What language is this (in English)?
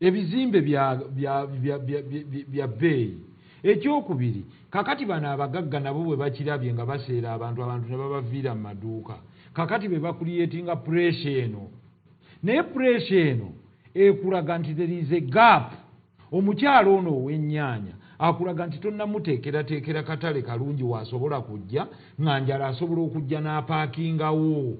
Ganda